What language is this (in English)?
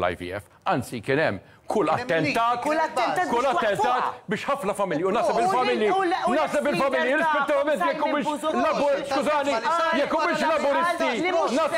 Maltese